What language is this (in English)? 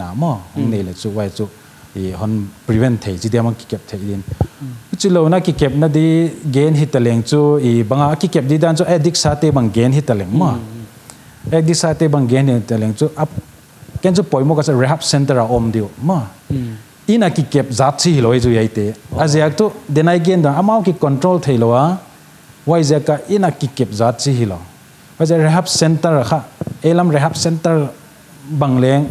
Paite Chin